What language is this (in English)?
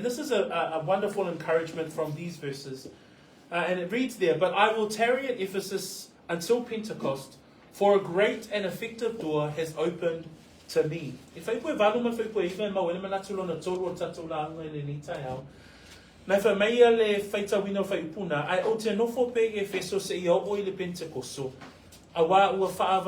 Samoan